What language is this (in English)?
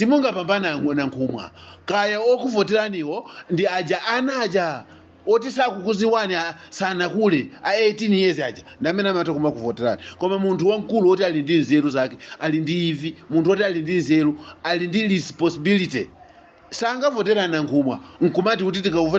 Nyanja